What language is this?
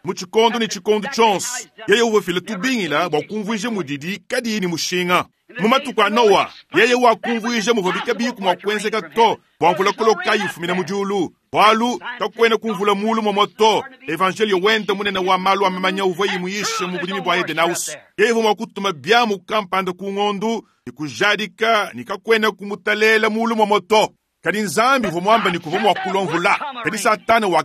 Luba-Lulua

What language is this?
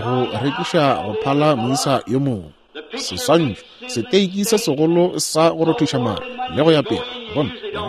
Northern Sotho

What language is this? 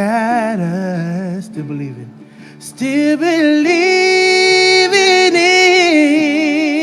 Tongan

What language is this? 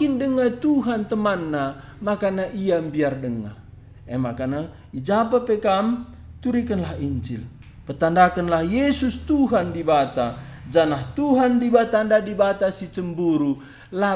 Batak Karo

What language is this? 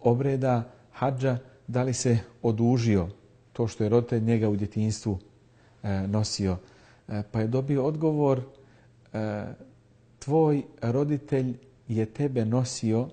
Bosnian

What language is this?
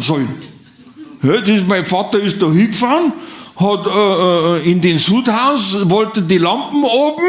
Bavarian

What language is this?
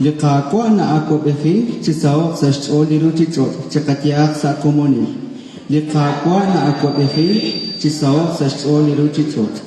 Kekchí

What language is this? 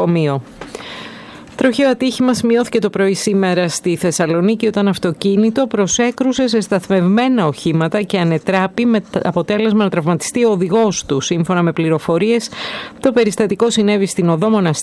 Greek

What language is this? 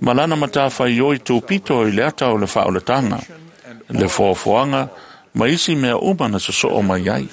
Samoan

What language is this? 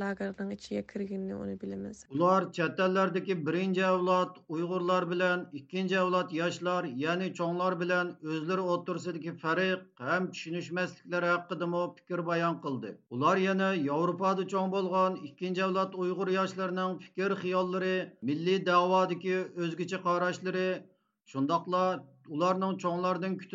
Uyghur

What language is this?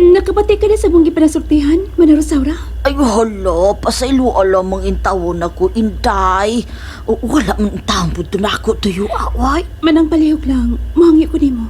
Cebuano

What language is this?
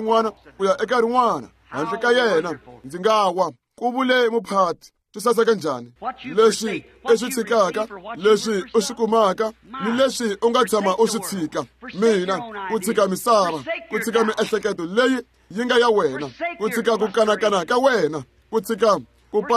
Tsonga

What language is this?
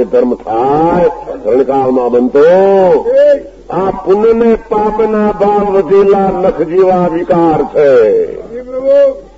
Gujarati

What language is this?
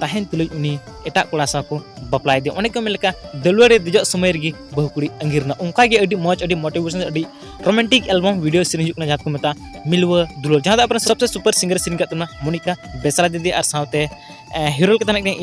Santali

